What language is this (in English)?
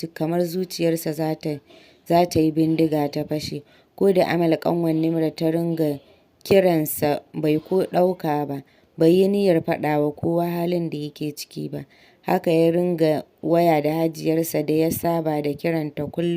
Hausa